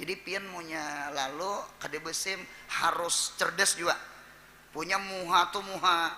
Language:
Banjar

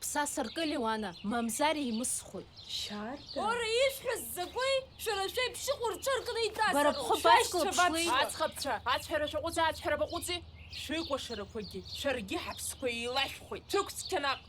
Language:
Abkhazian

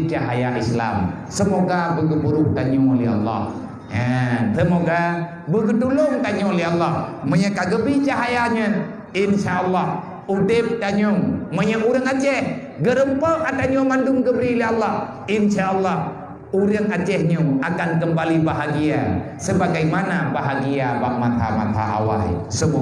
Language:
Achinese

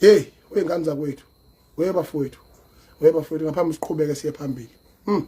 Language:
Zulu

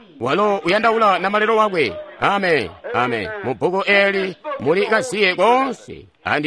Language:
Tonga (Zambia)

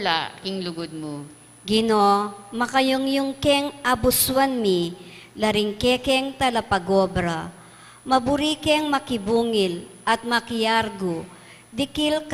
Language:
Pampanga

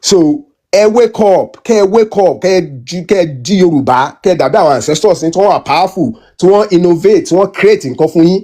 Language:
Yoruba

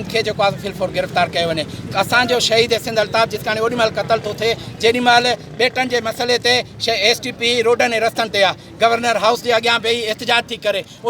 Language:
Sindhi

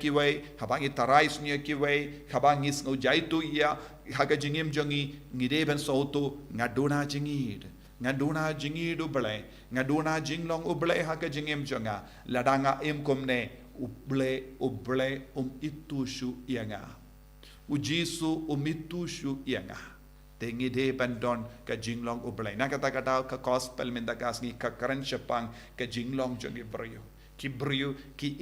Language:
Khasi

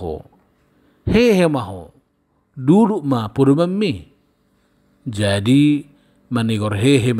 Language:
Batak Toba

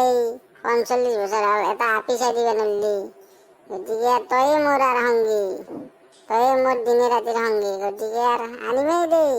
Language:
Assamese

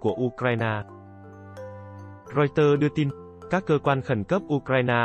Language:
Vietnamese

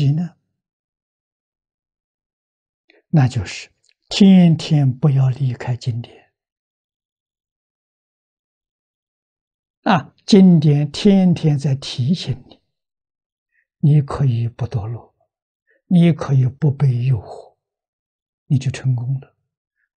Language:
Chinese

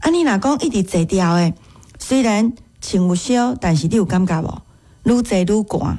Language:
Min Nan Chinese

